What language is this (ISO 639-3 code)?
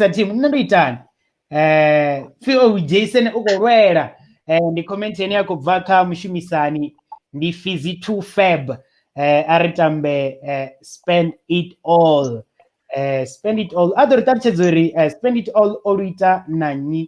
ven